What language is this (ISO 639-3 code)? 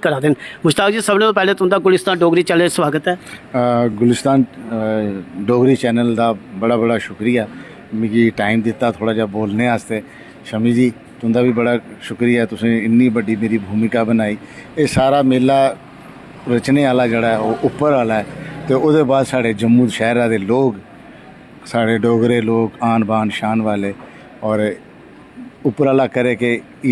doi